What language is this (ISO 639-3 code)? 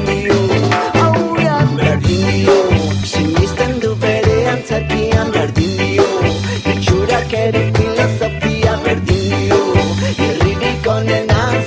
eus